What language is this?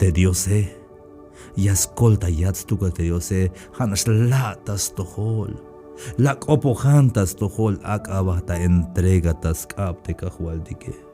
Tzeltal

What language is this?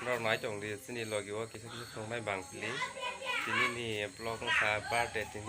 Kok Borok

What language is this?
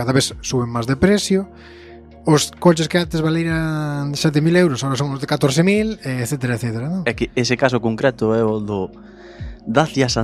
Galician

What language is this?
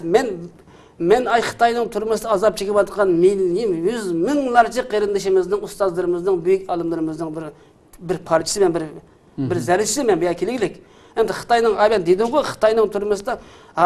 Uyghur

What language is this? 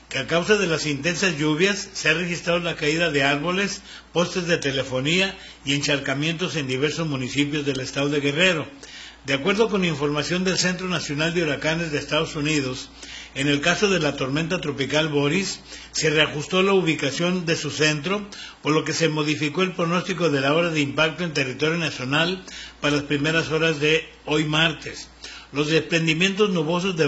Spanish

